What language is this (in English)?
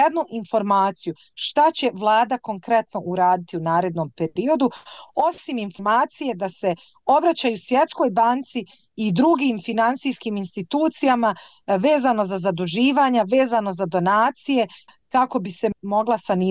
Bosnian